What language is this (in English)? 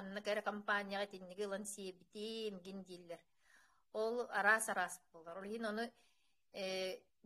Yakut